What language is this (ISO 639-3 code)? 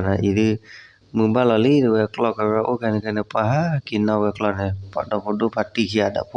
ksw